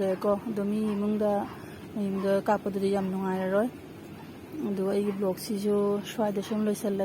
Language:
Manipuri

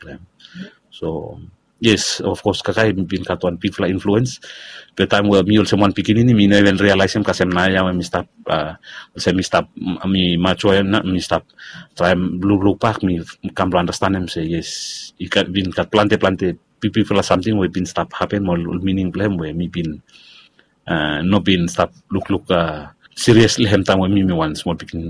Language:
Bislama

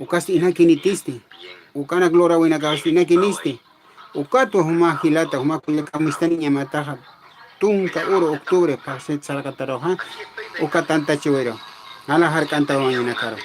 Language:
Aymara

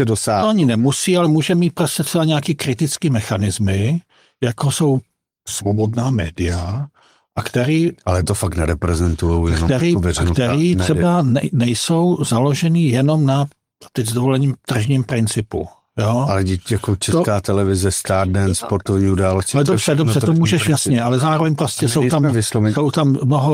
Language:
Czech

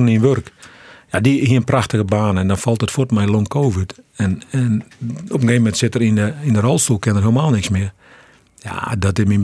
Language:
Western Frisian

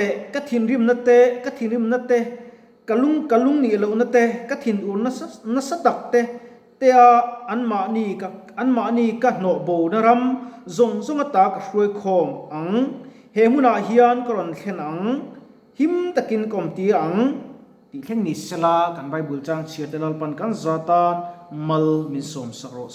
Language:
Mizo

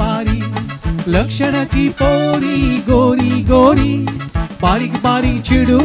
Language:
Konkani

